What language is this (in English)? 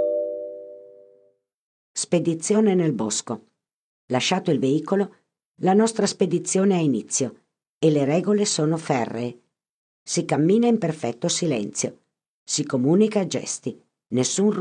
Italian